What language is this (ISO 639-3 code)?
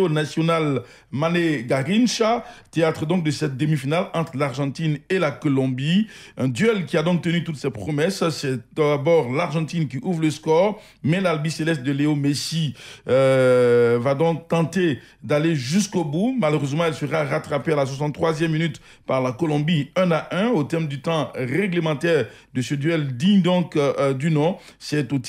fra